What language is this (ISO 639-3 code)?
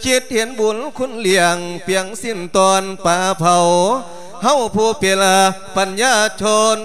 lao